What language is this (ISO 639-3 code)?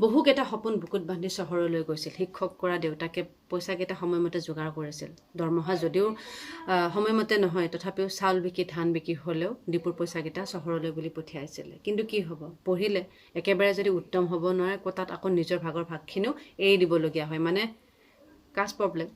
asm